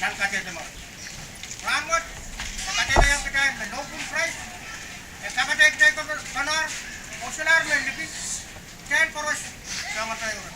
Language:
Pohnpeian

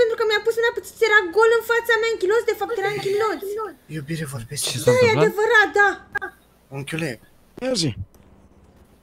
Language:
Romanian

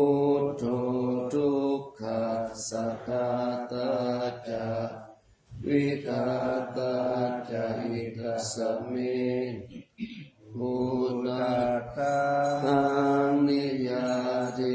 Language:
Pali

